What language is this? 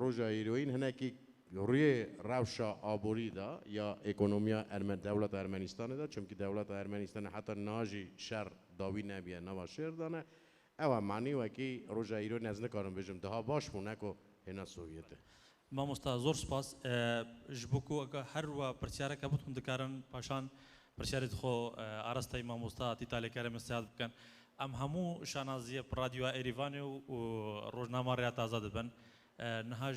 Kurdish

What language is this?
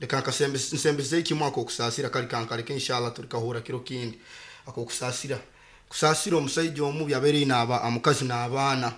Nyoro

